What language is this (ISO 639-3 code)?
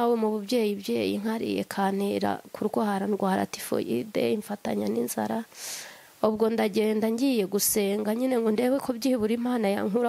kin